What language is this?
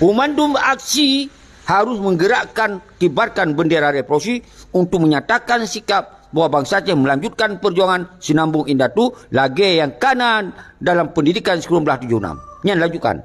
Achinese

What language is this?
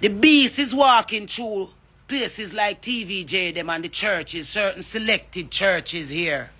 Jamaican Creole English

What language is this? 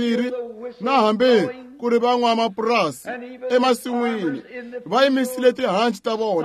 Tsonga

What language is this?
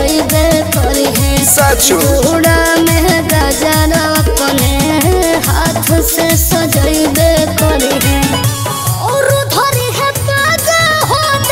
Bhojpuri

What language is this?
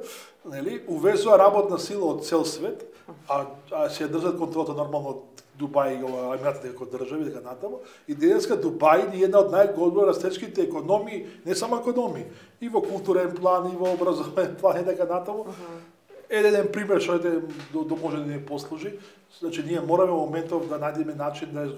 Macedonian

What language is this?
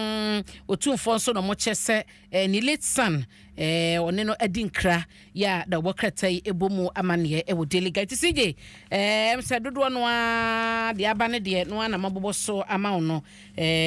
Akan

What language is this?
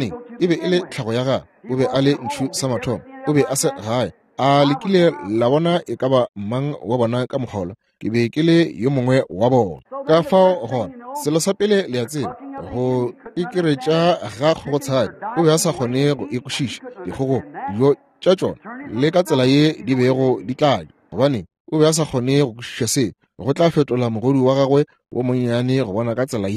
Northern Sotho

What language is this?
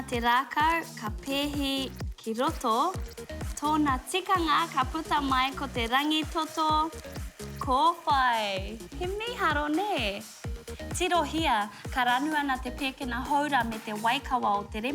Māori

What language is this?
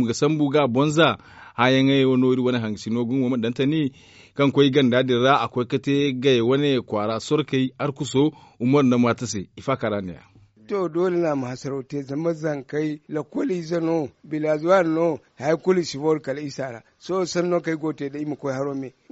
Zarma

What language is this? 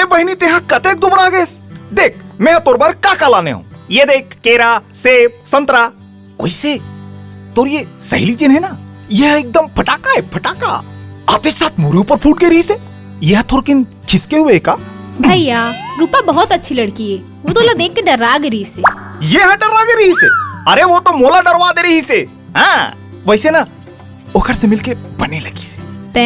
Chhattisgarhi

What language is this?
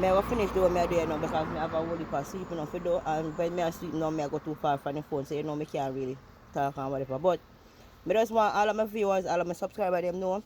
Jamaican Creole English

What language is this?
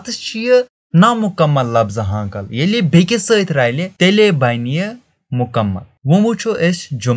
Kashmiri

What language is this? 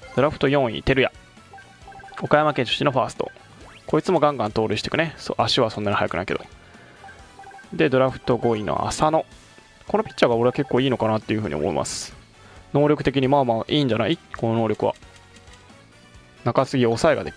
Japanese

